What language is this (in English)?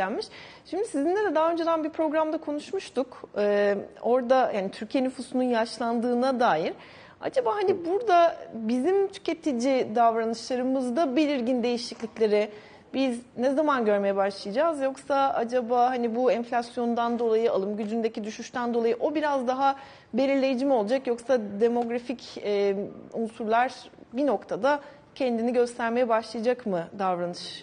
Turkish